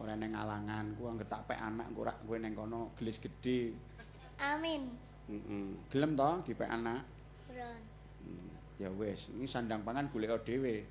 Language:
Javanese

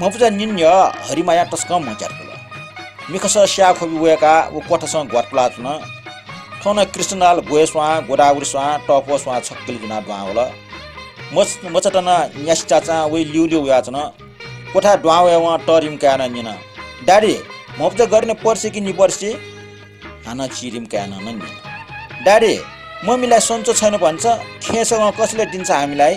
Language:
Newari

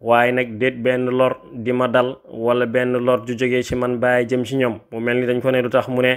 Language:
Wolof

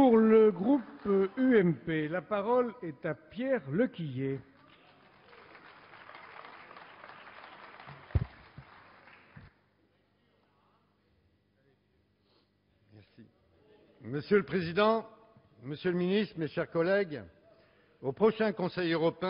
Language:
French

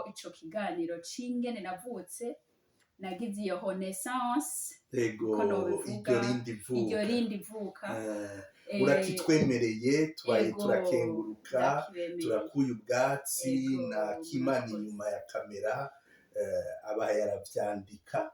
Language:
Rundi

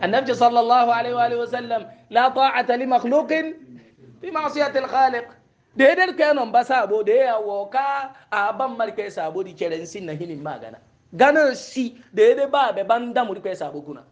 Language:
Hausa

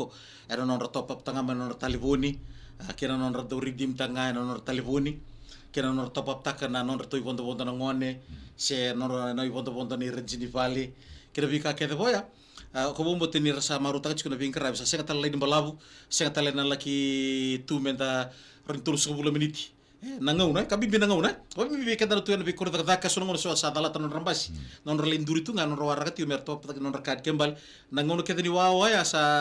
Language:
Fijian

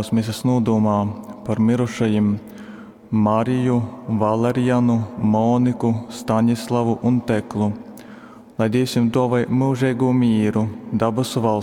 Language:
Latgalian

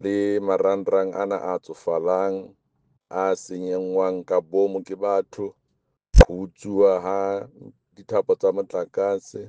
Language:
Southern Sotho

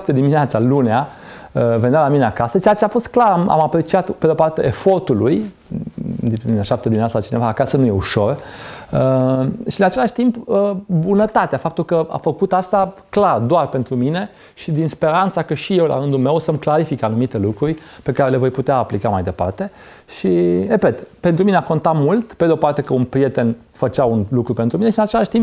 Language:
Romanian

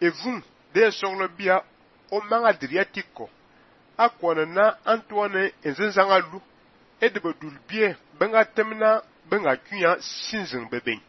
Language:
Fang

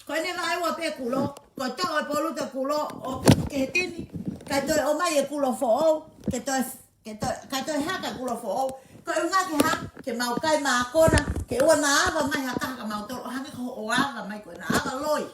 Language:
Tongan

